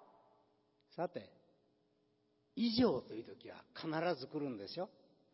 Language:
Japanese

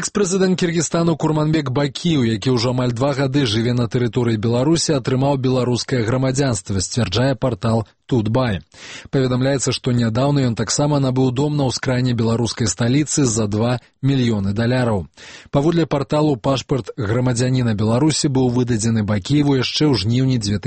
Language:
Belarusian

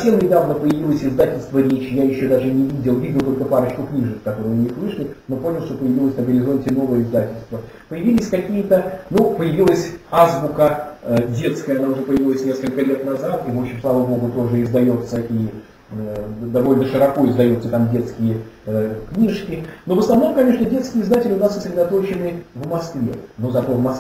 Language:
Russian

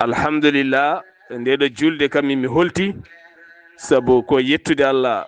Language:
Fula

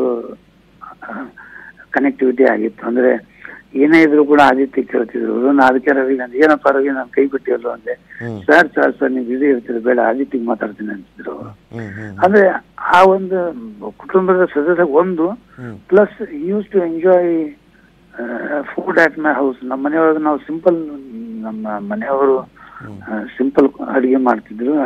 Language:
Kannada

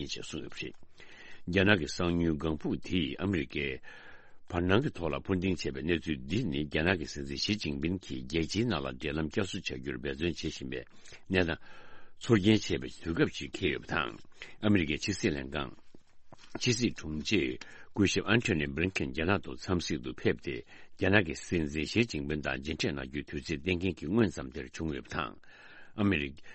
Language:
Tibetan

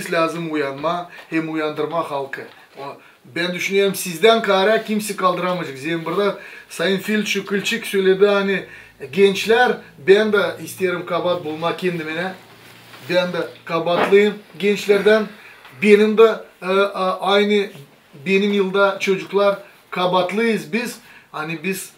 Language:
Gagauz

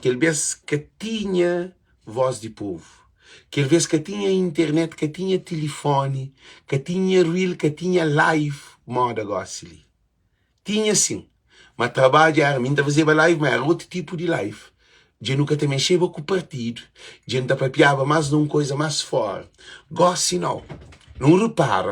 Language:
Kabuverdianu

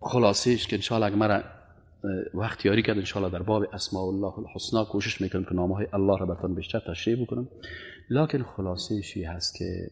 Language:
Persian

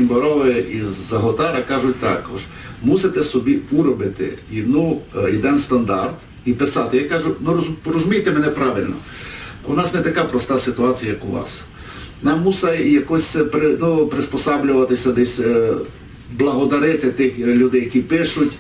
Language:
Rusyn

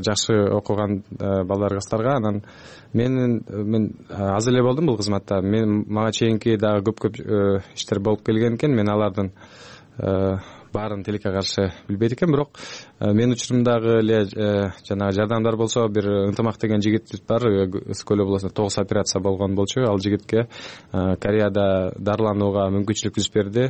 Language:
Kyrgyz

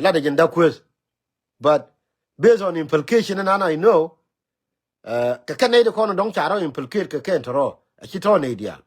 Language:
Nuer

